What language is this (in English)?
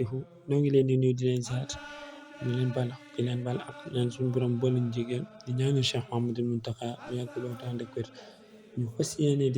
Wolof